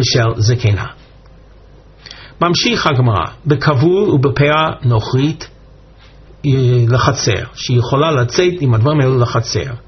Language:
Hebrew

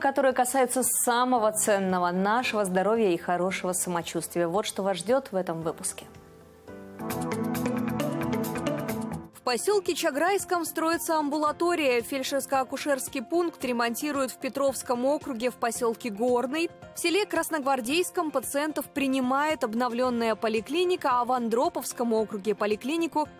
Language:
Russian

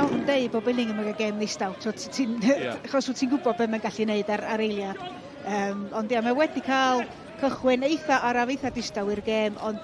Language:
Welsh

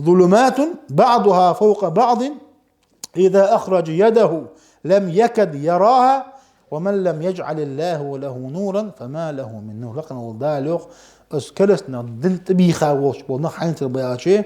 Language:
Ingush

